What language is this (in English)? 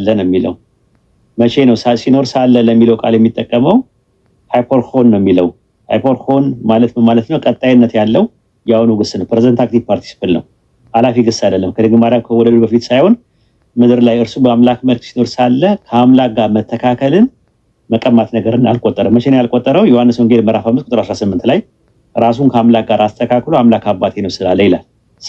Amharic